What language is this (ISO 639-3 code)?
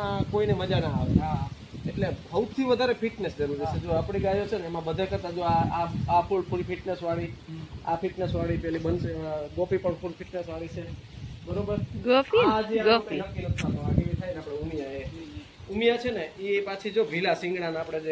guj